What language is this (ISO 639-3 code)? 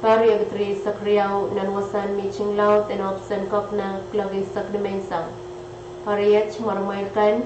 pon